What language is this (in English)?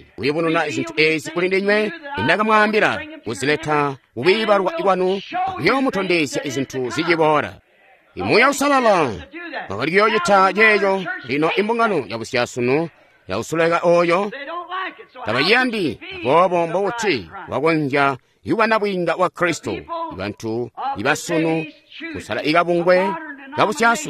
Tonga (Zambia)